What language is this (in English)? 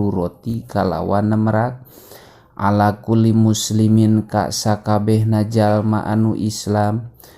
Sundanese